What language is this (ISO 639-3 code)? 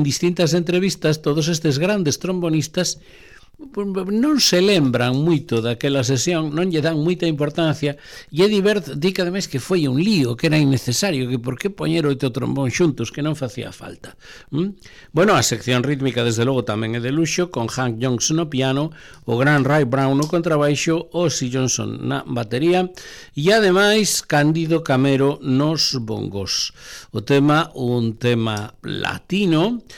glg